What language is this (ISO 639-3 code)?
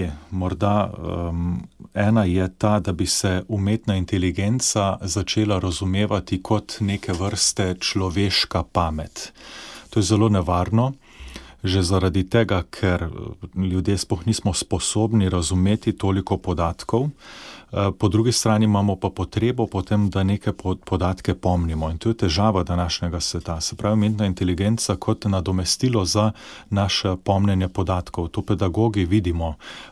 slv